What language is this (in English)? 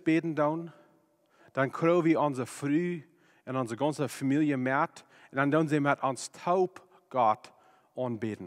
Plautdietsch